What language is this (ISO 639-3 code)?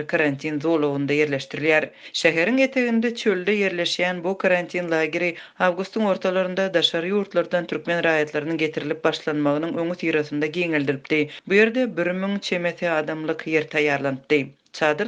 tuk